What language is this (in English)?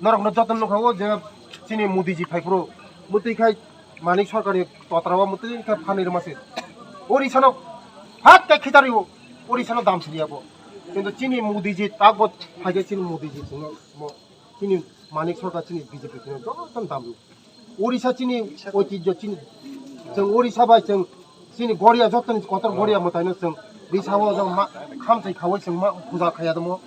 Kok Borok